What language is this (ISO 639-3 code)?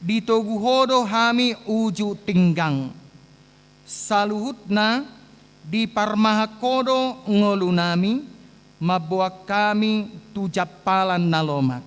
bbc